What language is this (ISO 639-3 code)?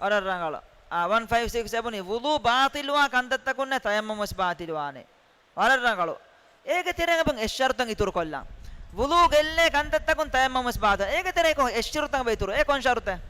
div